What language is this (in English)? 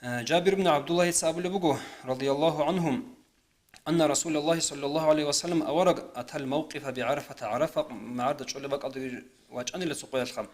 Avaric